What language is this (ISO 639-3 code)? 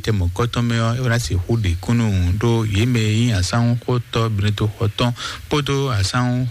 fon